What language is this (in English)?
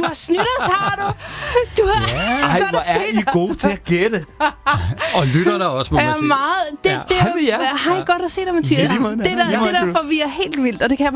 Danish